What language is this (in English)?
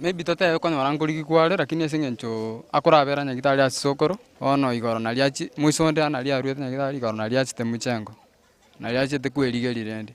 Gusii